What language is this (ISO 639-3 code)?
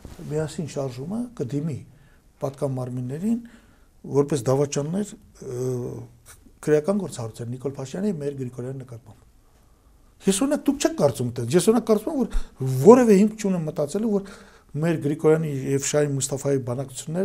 hye